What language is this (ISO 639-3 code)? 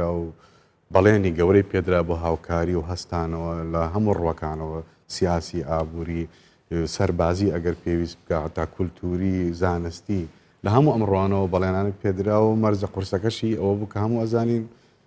ckb